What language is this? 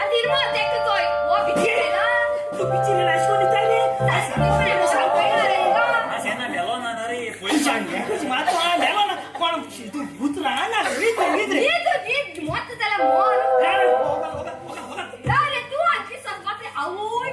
Konkani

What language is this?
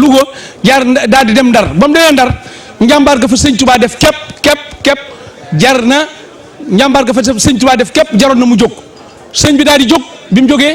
Wolof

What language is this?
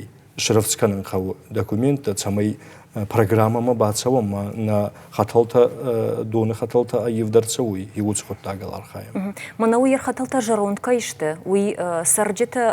Ossetic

